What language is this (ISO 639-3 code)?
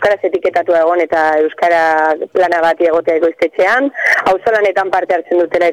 eus